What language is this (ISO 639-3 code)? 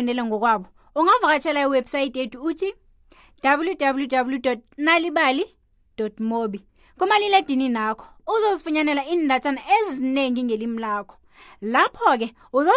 nbl